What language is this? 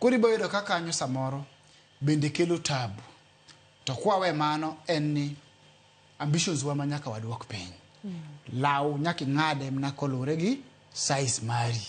Luo (Kenya and Tanzania)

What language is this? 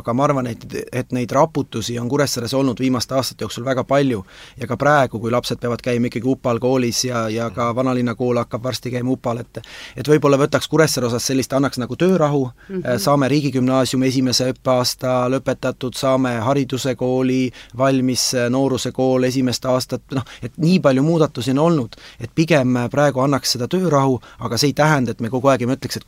Estonian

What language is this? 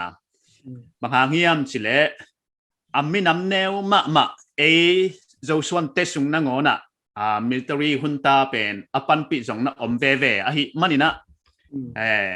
Paite Chin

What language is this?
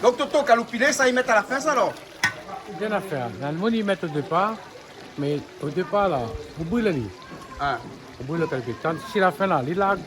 Réunion Creole French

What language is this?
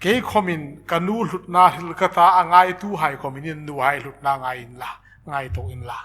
Hmar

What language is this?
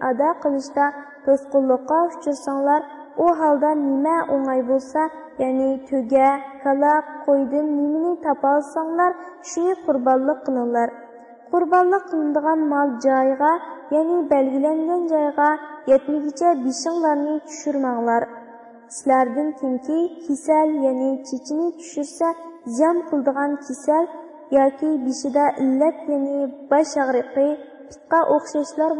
Uyghur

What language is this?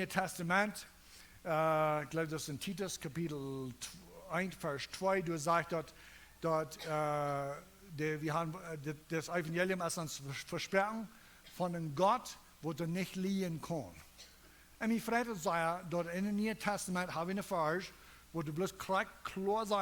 Plautdietsch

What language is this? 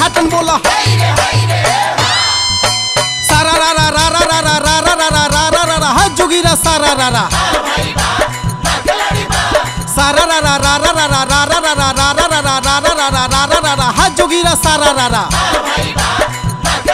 Bhojpuri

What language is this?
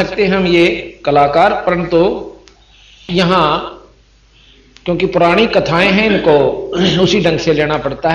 Hindi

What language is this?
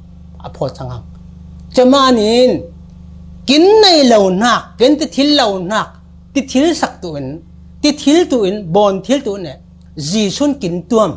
Falam Chin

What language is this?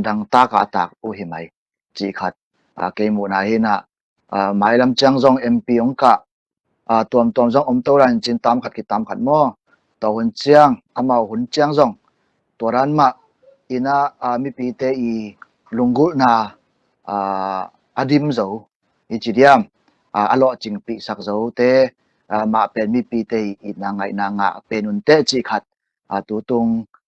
Tedim Chin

